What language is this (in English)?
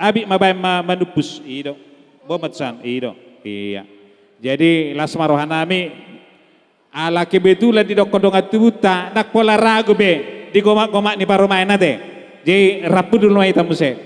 Batak Toba